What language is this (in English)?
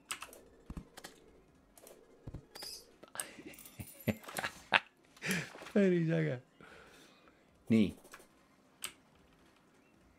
Estonian